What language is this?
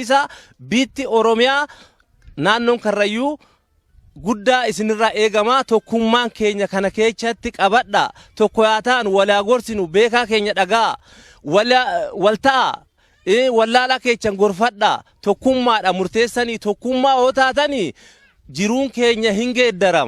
Oromo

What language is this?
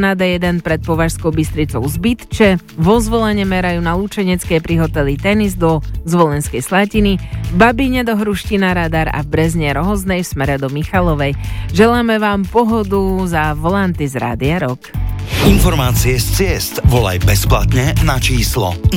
Slovak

